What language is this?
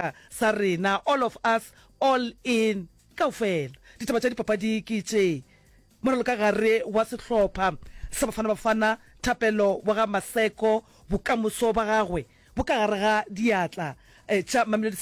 Northern Sotho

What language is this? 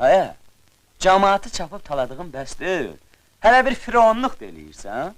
Azerbaijani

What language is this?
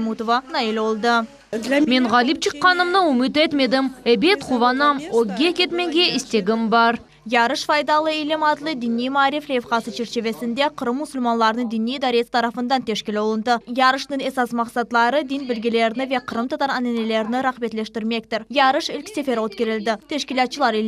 Crimean Tatar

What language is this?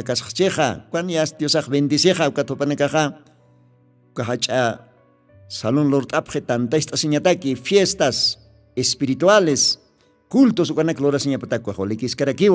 Aymara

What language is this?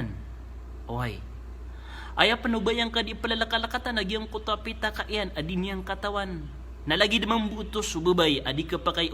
Maranao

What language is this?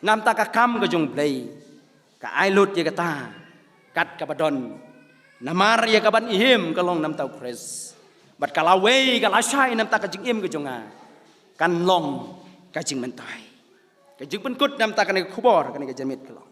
Khasi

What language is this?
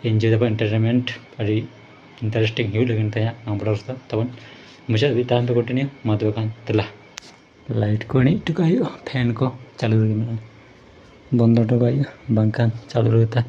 Santali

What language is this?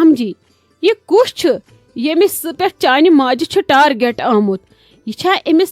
Kashmiri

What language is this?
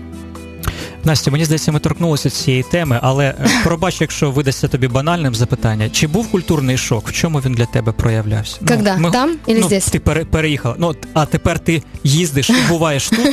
Ukrainian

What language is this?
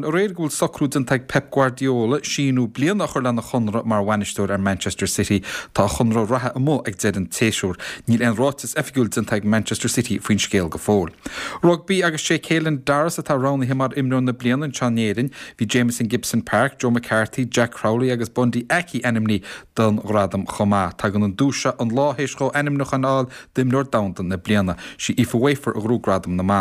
Irish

